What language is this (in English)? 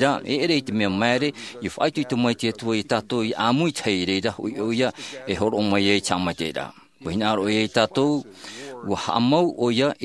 Tahitian